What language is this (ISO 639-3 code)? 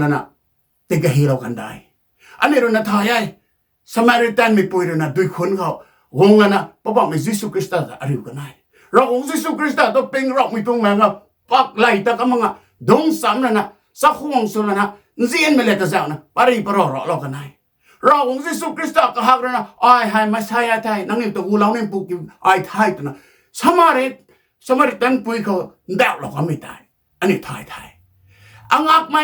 nbu